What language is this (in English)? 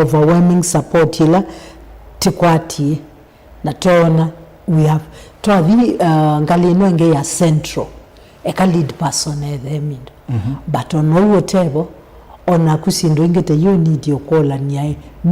Kamba